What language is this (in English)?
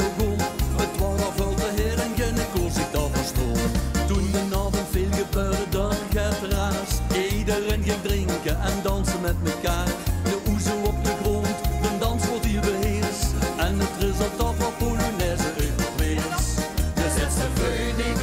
Limburgish